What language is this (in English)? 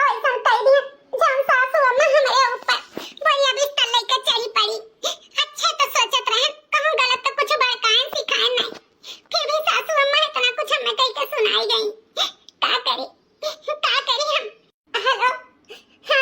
Awadhi